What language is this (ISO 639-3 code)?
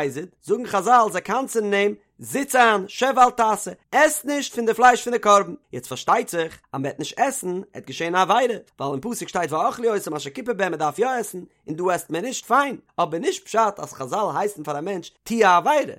yid